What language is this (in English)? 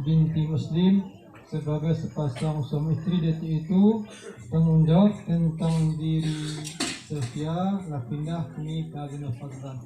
Minangkabau